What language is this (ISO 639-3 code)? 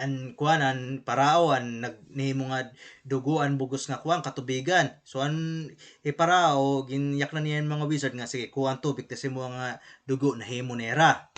war